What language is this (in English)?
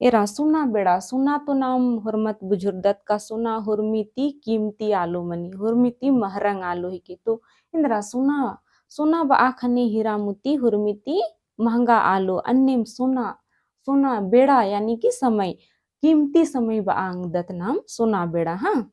Kurukh